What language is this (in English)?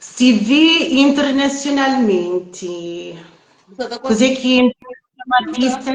Kabuverdianu